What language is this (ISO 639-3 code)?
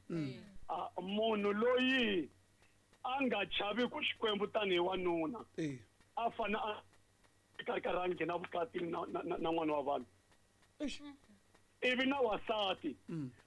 tso